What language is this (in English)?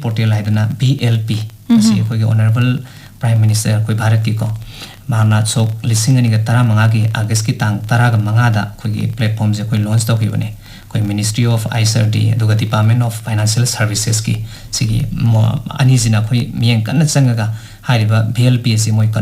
Manipuri